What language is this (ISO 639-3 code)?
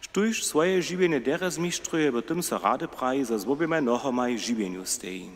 hsb